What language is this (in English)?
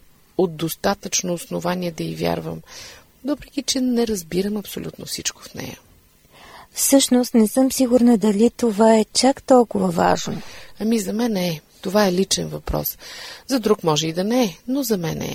Bulgarian